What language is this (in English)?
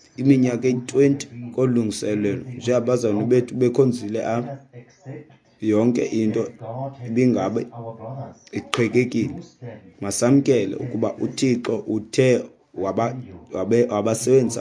Xhosa